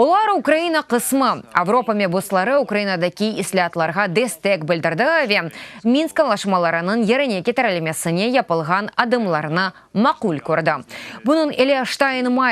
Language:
Crimean Tatar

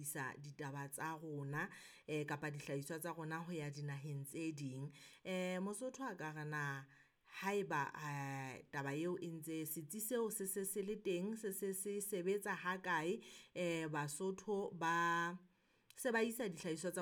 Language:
Southern Sotho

